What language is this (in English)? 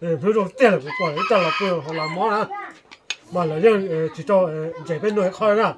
Hmong